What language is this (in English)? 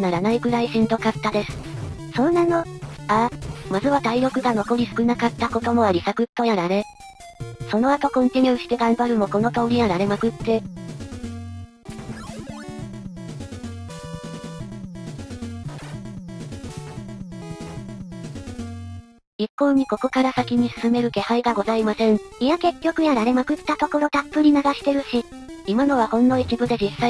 Japanese